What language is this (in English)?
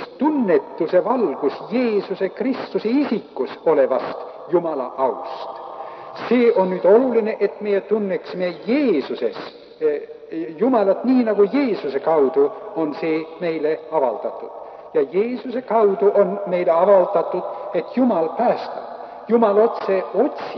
Estonian